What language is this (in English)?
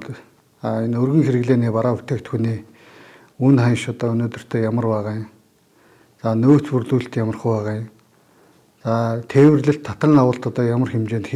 Mongolian